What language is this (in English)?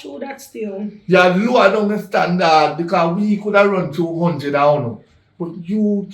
Jamaican Creole English